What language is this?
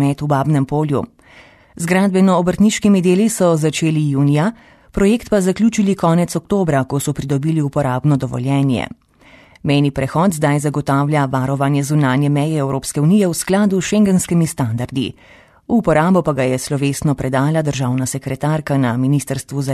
Slovenian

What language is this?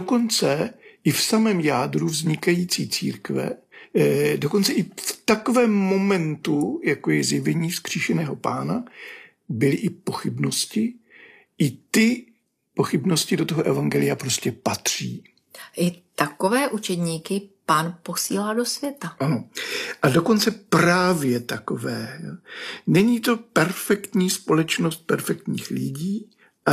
Czech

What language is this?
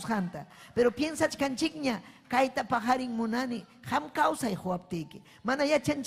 Ayacucho Quechua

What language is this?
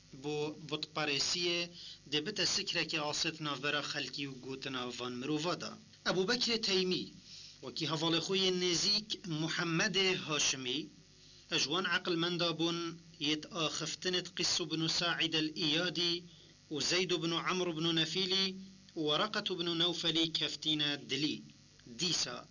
Kurdish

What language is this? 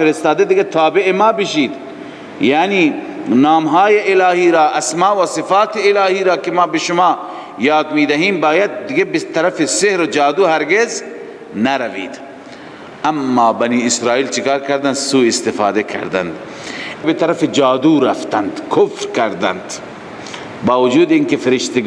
Persian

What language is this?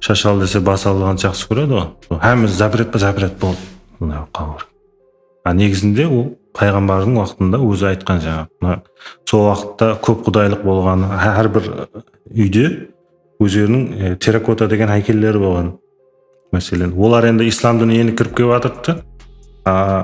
Kara-Kalpak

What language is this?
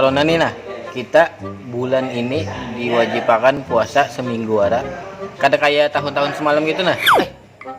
Banjar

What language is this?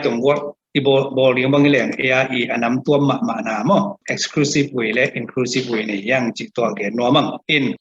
Tedim Chin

